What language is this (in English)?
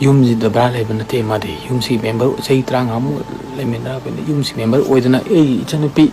Manipuri